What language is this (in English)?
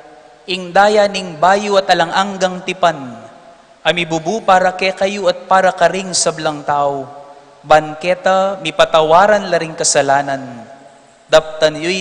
Pampanga